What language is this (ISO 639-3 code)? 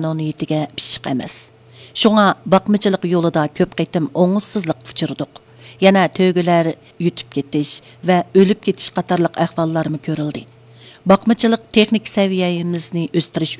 uig